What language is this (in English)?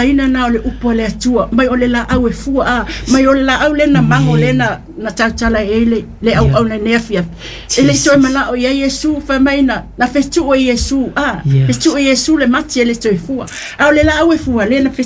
Samoan